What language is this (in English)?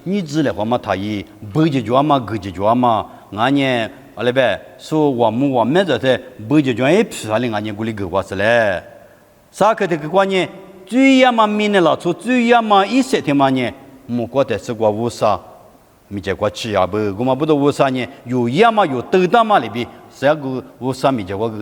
Lisu